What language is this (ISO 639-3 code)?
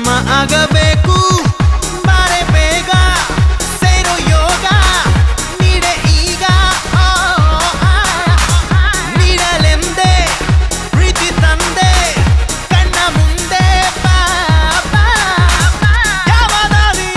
kan